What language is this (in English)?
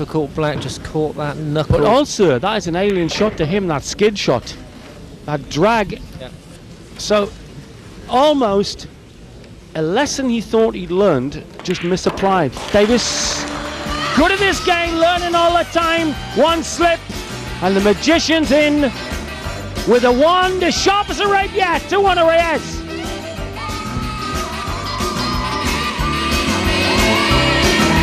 English